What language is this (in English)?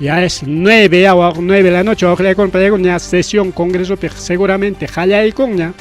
Ayacucho Quechua